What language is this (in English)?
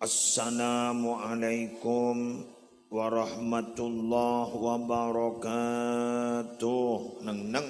Madurese